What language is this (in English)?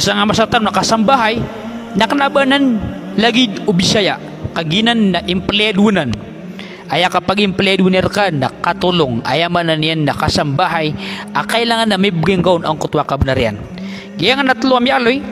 Maranao